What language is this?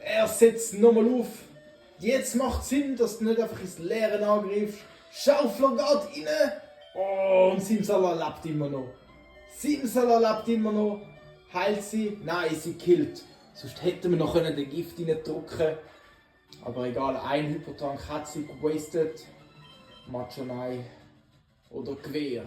Swiss German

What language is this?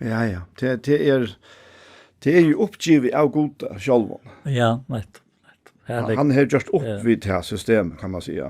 Faroese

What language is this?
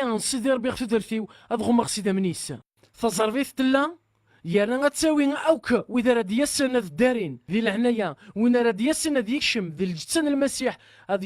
Kabyle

